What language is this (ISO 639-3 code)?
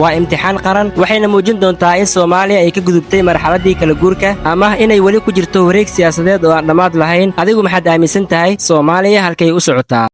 som